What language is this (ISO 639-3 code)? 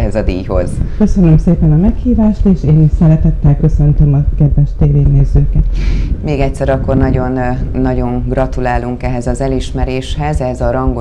hun